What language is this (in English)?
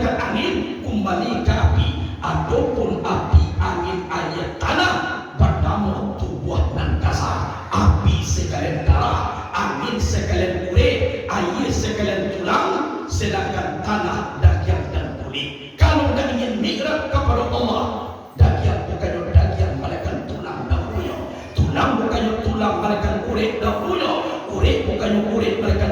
Minangkabau